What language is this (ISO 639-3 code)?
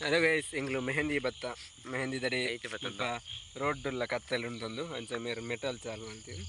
tcy